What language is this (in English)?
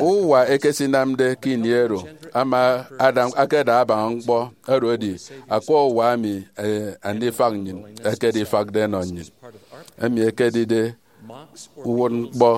Efik